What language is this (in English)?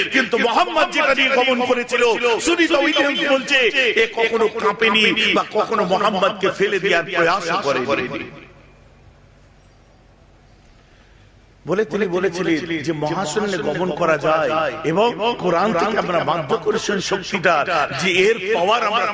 Bangla